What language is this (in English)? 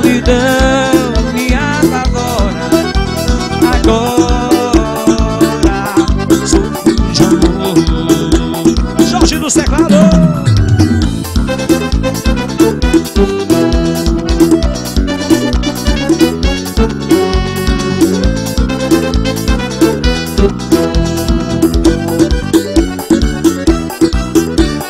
Portuguese